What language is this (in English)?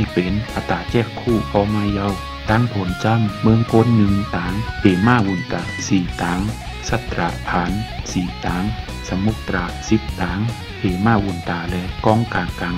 Shan